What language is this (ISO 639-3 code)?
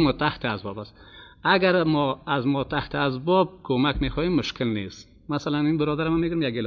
fas